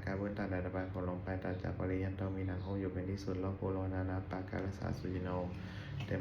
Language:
Pali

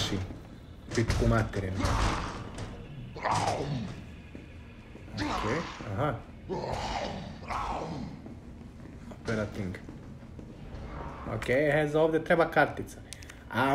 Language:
Croatian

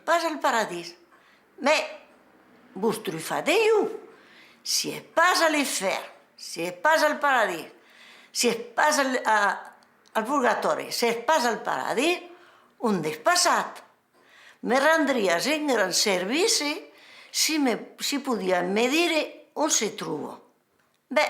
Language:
Occitan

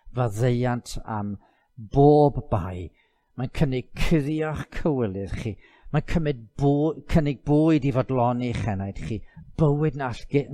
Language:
Welsh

